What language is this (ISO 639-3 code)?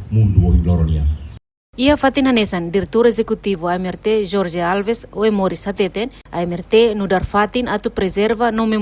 tet